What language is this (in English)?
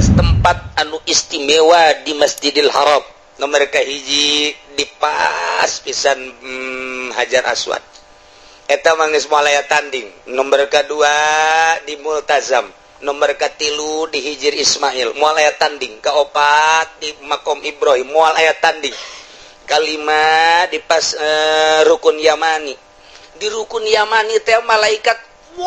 Sundanese